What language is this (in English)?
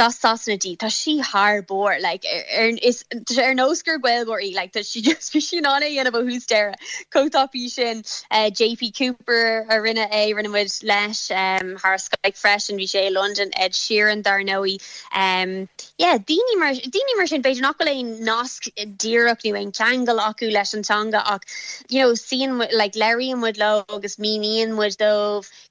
Irish